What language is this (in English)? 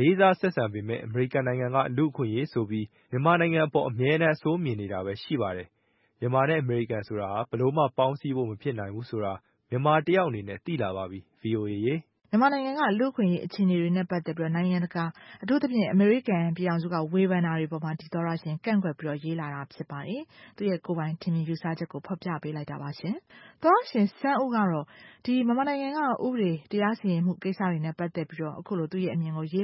Burmese